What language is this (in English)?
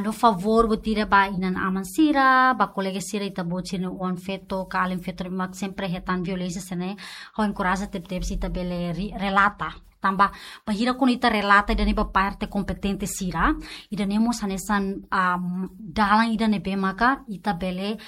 Tetum